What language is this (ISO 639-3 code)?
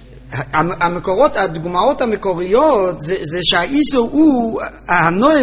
heb